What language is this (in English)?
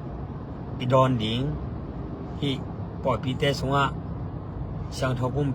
Tedim Chin